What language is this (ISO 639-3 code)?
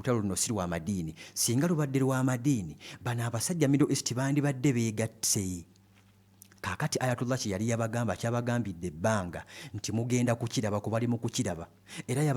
lug